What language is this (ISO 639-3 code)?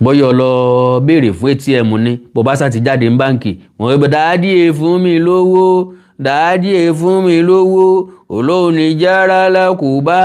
yor